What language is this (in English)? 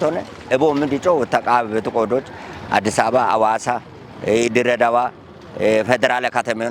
Kafa